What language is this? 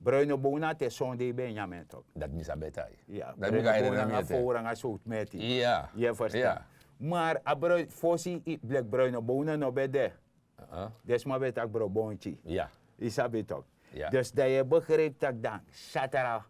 Sranan Tongo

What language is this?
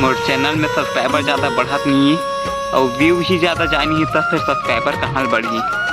Chhattisgarhi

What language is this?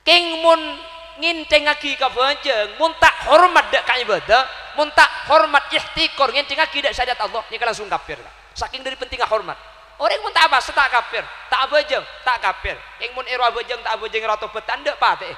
Madurese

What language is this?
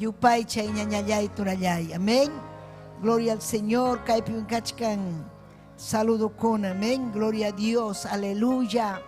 Ayacucho Quechua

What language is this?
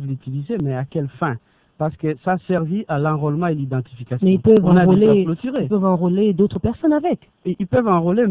French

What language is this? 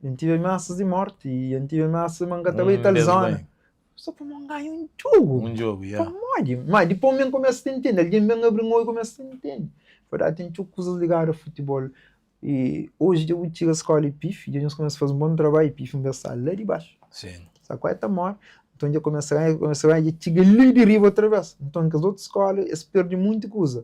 Kabuverdianu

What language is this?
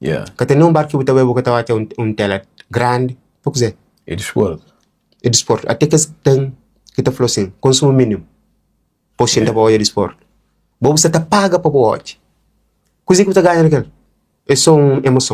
Kabuverdianu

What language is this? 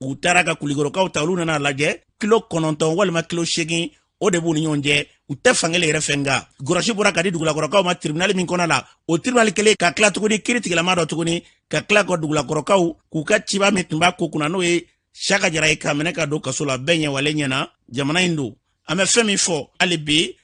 Bambara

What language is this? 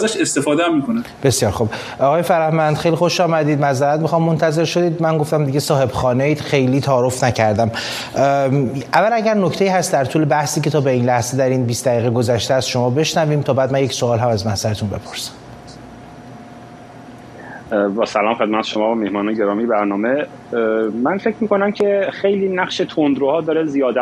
Persian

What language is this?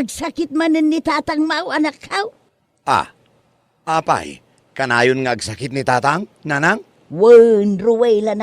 Iloko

